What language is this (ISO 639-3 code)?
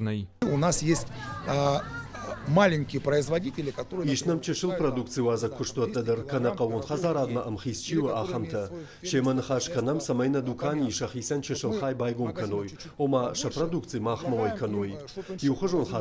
oss